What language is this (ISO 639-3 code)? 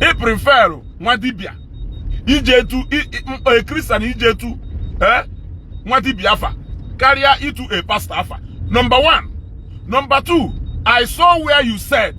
ibo